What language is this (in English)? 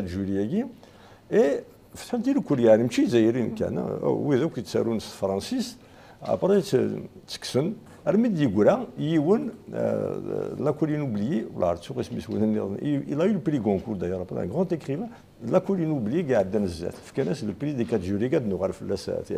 Kabyle